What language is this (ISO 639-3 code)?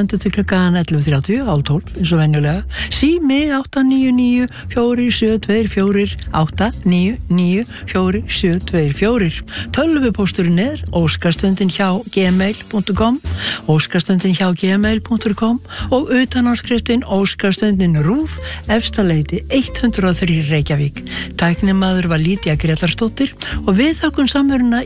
isl